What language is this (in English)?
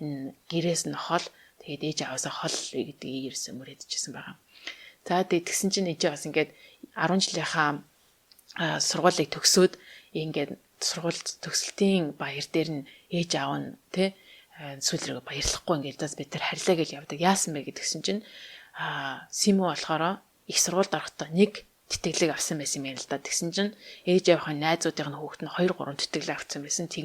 Mongolian